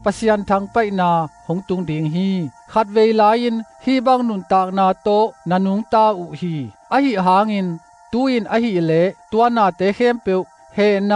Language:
Tedim Chin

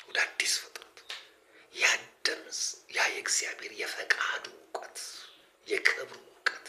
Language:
Amharic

